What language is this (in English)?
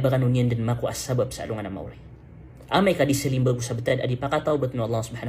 Maranao